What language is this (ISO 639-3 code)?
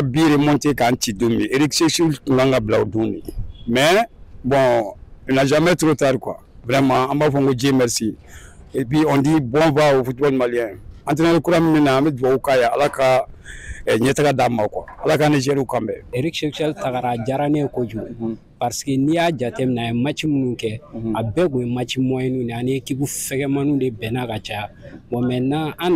bam